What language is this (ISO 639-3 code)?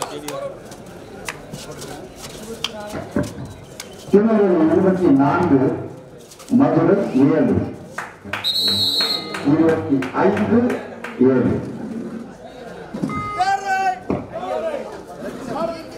tam